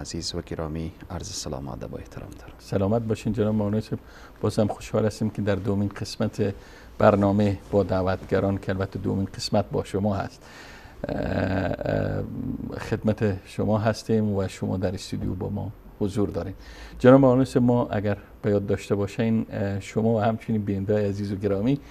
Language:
Persian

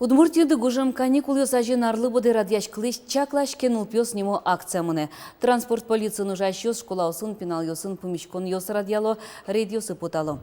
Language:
Udmurt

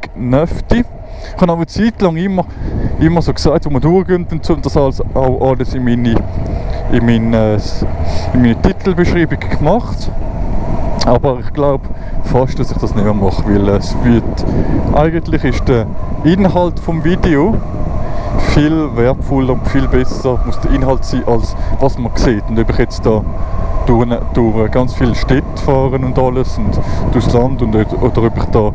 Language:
Swiss German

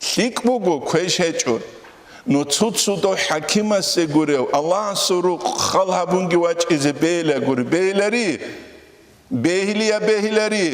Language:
Avaric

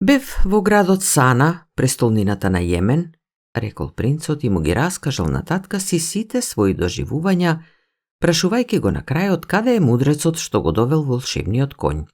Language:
Macedonian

